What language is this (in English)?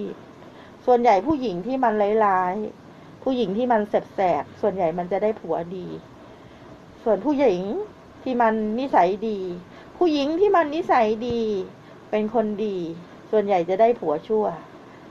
Thai